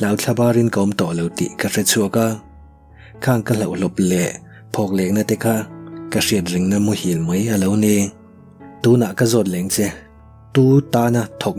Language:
Mizo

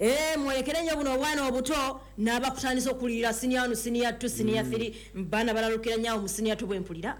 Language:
Ganda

